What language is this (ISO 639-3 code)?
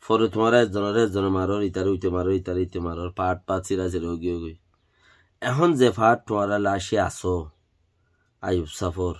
rhg